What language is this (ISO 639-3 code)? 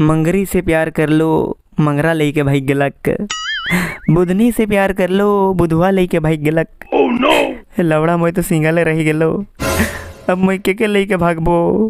sck